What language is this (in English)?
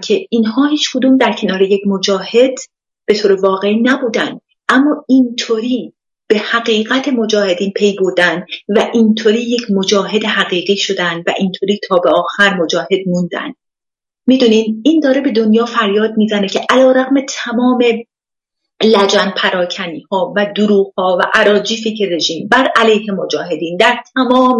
Persian